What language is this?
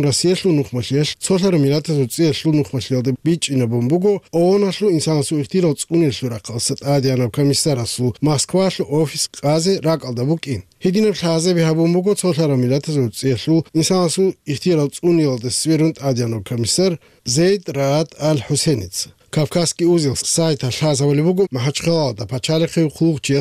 Avaric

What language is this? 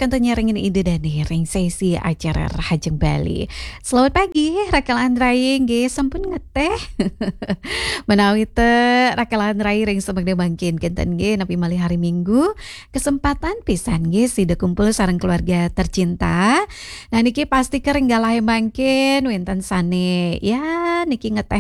Balinese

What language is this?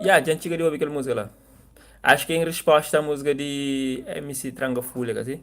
Kabuverdianu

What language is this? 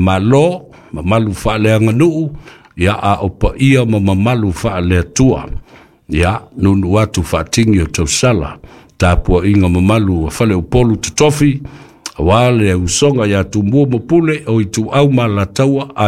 Samoan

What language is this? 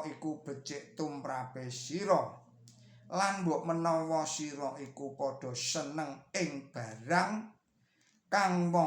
Javanese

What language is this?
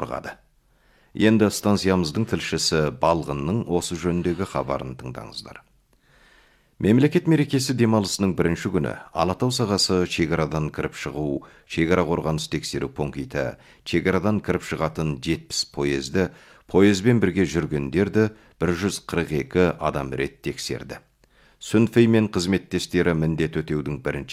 Kazakh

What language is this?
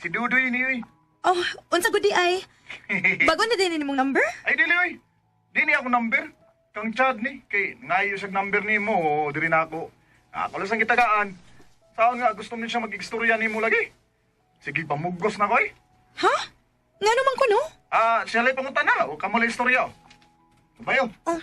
Cebuano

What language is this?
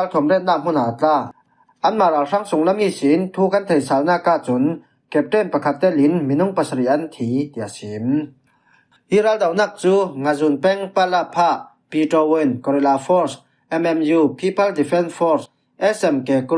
Falam Chin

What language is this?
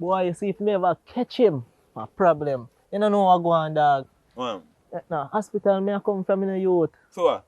Jamaican Creole English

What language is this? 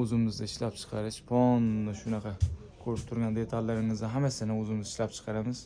Uzbek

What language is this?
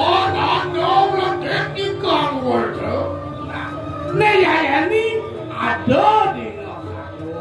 Balinese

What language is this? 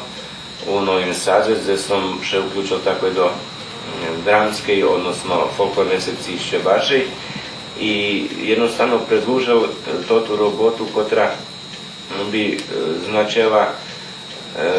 Rusyn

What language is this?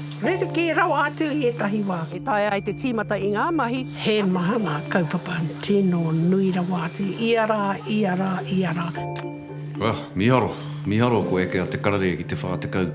Māori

